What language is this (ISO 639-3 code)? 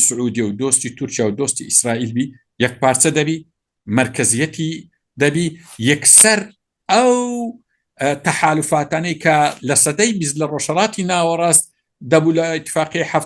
ckb